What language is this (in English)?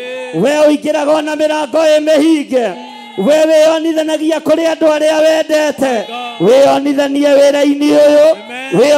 Kikuyu